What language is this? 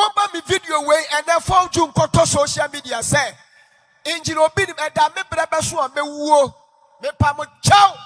Akan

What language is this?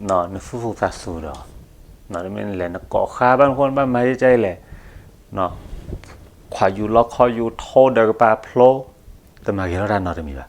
S'gaw Karen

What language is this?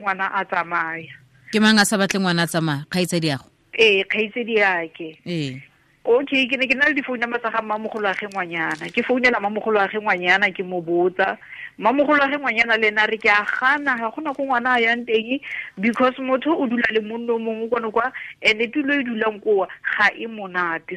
Tswana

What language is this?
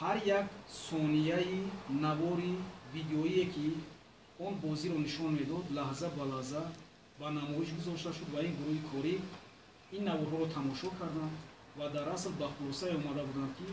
Tajik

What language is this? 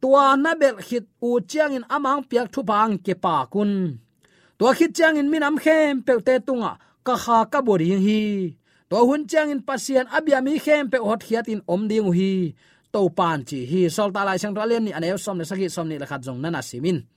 Tedim Chin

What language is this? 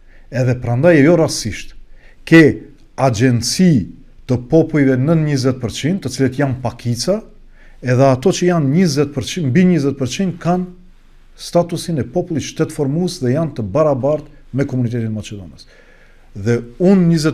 Albanian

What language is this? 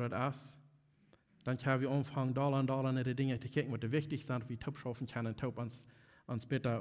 Plautdietsch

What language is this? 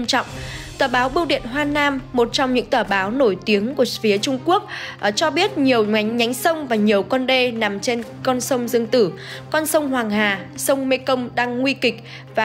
Vietnamese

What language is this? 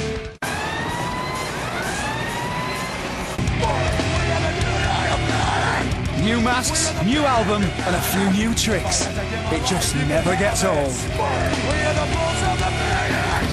English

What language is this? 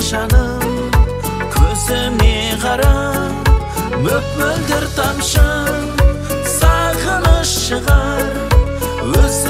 Kazakh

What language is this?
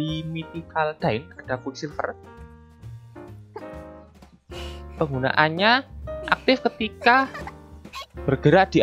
Indonesian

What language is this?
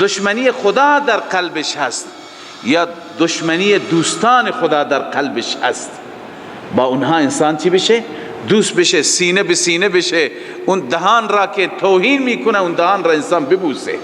Persian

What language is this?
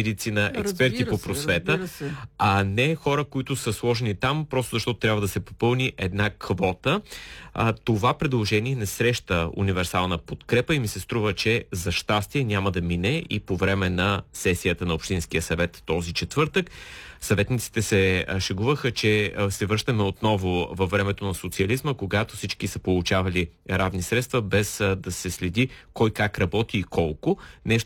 Bulgarian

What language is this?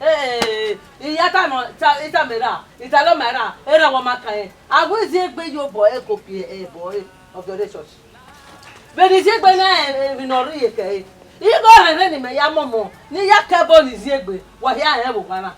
Bini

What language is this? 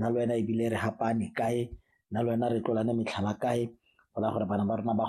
Tswana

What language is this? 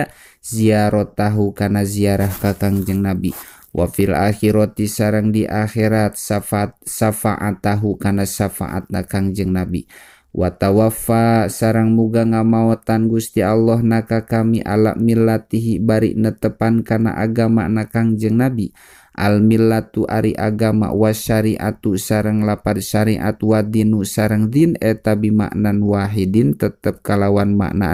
Sundanese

